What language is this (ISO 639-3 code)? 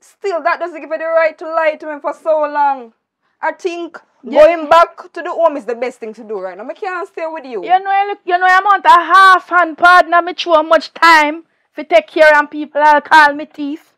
jam